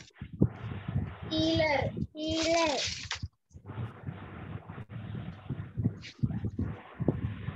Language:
Telugu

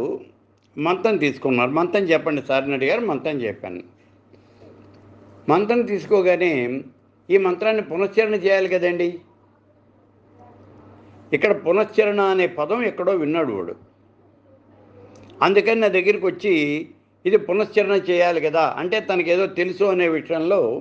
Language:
Telugu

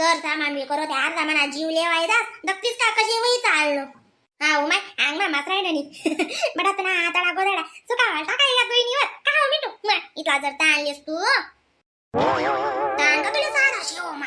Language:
Khandesi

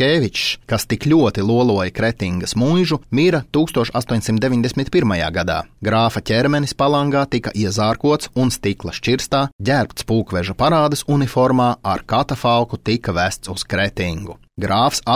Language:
Latvian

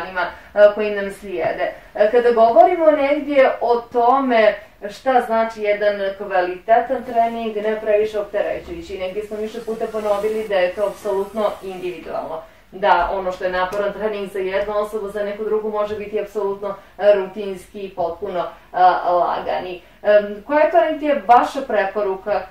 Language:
Bosnian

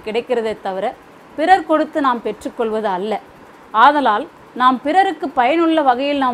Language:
Tamil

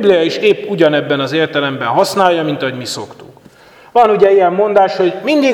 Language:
Hungarian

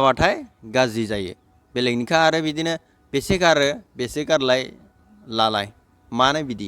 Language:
Bodo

